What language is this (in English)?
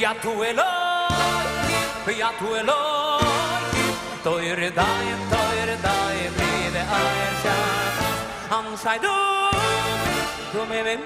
Yiddish